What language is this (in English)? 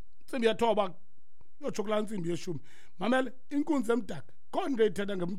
Xhosa